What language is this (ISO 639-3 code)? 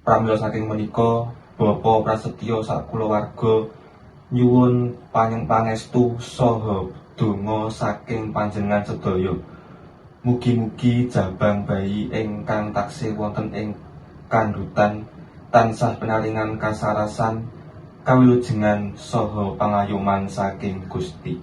jav